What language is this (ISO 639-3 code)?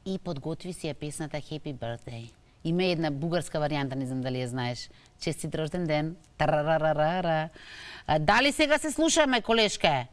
mkd